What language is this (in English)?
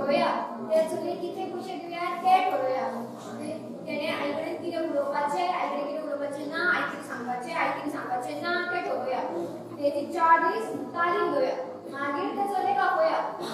Konkani